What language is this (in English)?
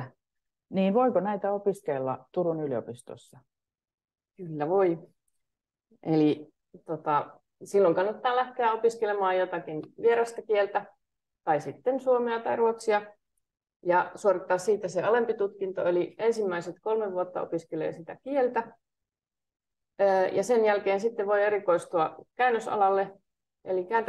Finnish